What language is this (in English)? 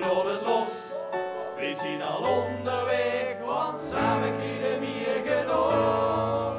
Limburgish